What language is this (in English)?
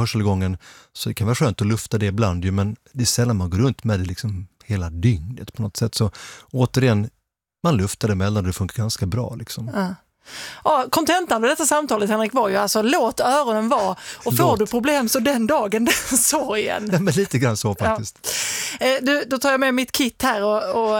Swedish